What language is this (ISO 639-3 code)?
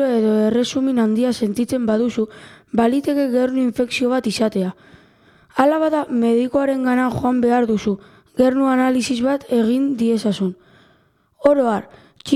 eus